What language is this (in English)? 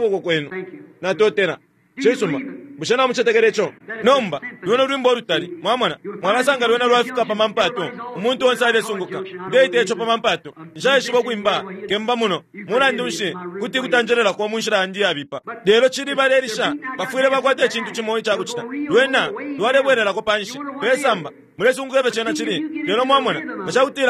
Bemba